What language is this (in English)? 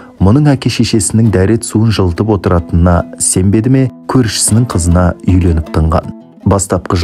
Kazakh